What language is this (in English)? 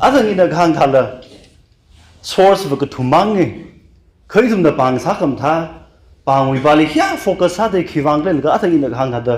Tangkhul Naga (India)